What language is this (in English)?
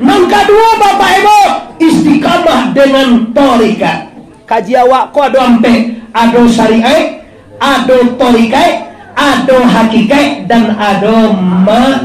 Minangkabau